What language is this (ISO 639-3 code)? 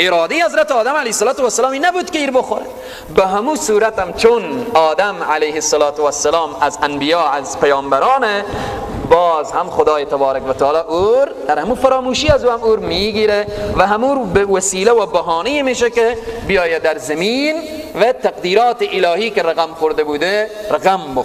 fas